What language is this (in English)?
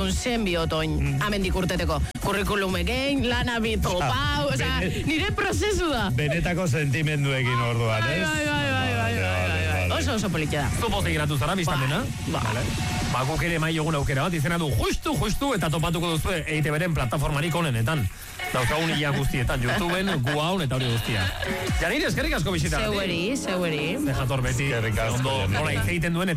Basque